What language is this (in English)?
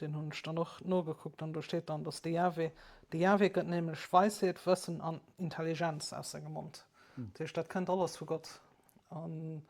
Luxembourgish